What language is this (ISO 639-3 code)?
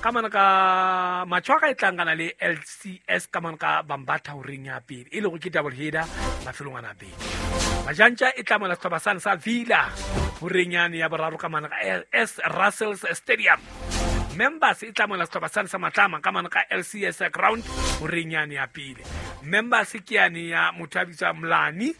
sot